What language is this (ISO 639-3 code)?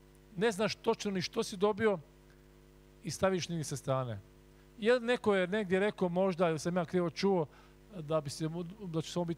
hrv